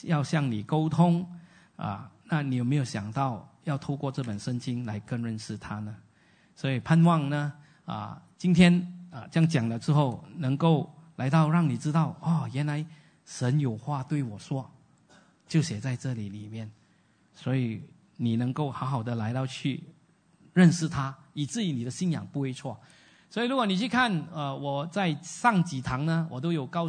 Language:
Chinese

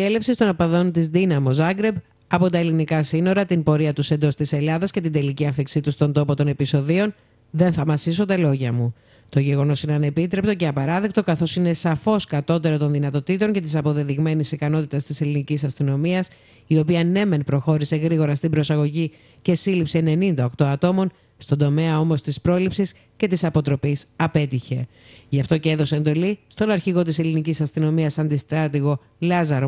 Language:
Greek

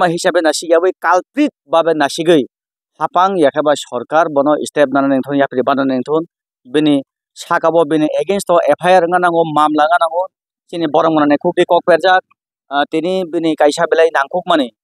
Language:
Kok Borok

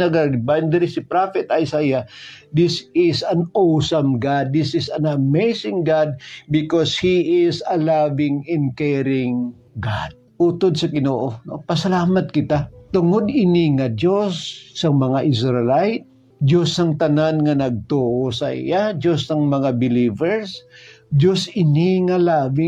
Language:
Hiligaynon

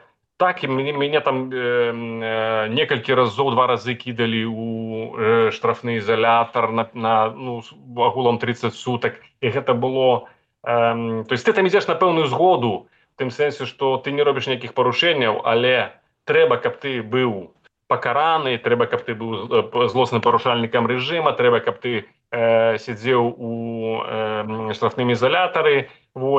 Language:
Belarusian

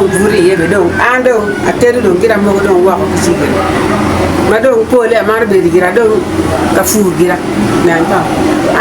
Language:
Acoli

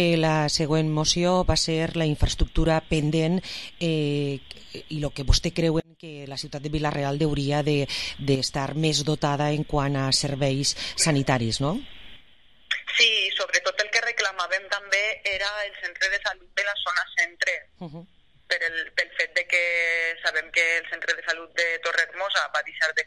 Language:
Catalan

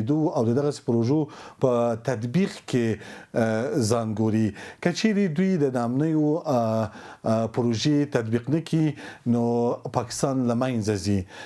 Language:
Pashto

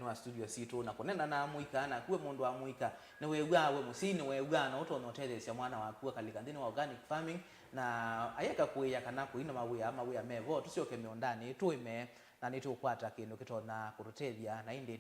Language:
Kamba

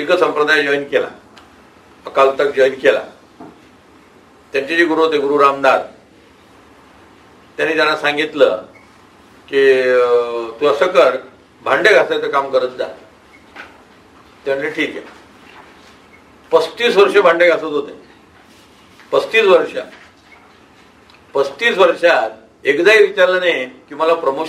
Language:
Marathi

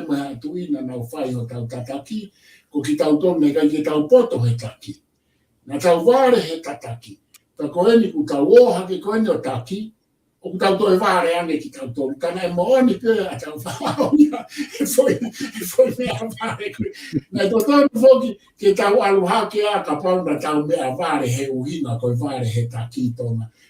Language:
Tongan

